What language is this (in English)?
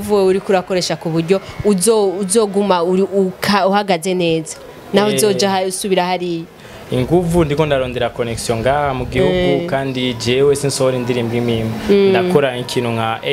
Rundi